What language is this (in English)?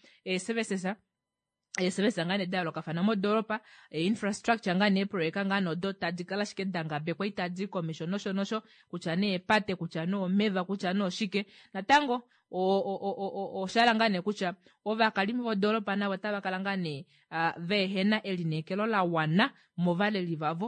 Kuanyama